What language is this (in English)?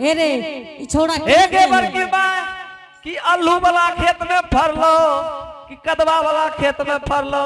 Angika